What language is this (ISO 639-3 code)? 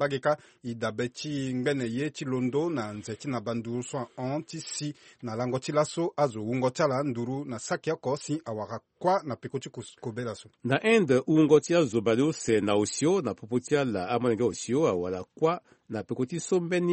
sag